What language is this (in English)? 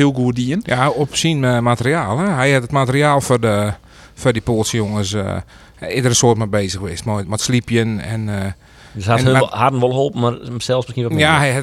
Western Frisian